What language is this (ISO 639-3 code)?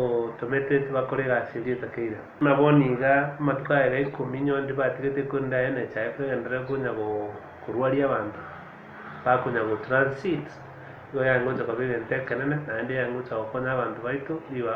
guz